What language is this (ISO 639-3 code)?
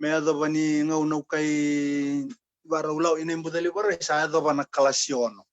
fij